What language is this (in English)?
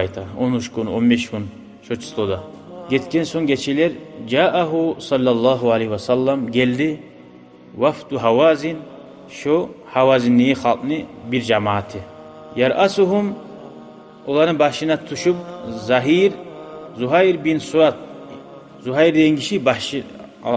Kumyk